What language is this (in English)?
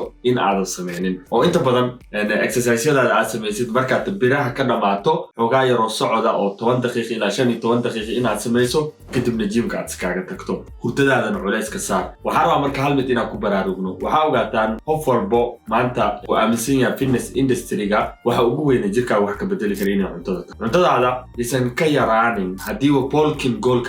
Somali